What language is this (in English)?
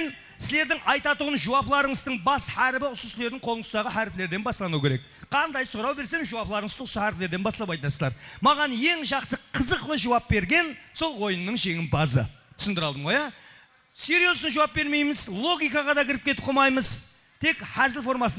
Kara-Kalpak